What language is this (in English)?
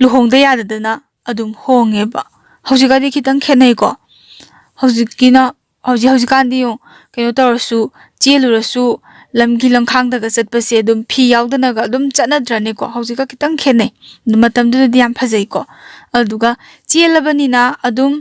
Manipuri